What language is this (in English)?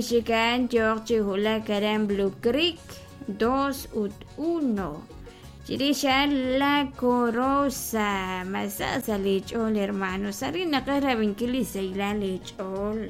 Kekchí